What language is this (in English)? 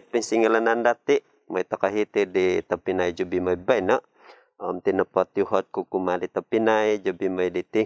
Central Dusun